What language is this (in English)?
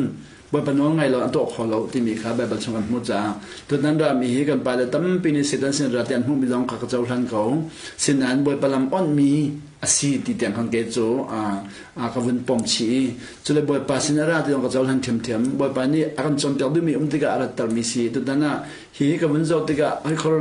Hakha Chin